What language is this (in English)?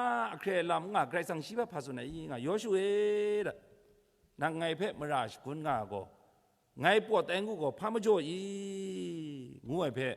Kachin